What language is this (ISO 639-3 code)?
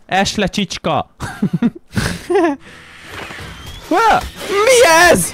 hun